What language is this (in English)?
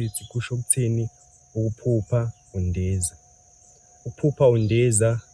Zulu